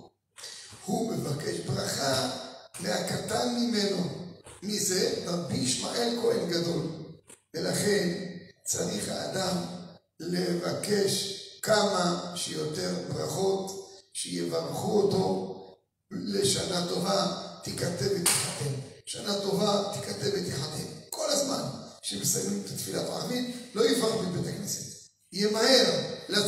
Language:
Hebrew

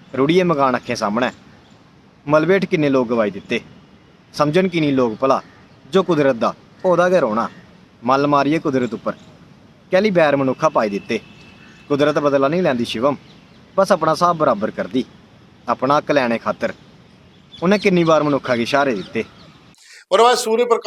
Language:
Dogri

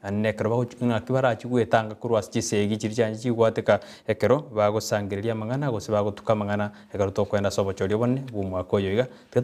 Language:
Gusii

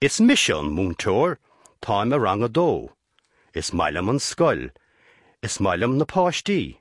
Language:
Irish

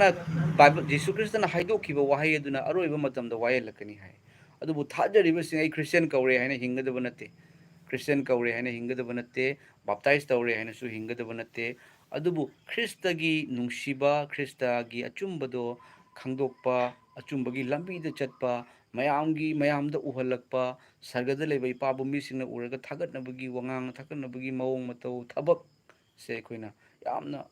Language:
Manipuri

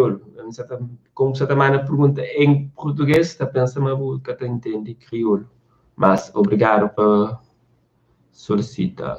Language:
Kabuverdianu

